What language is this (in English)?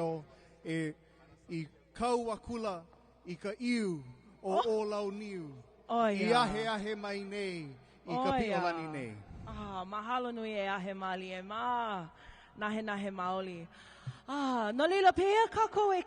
Hawaiian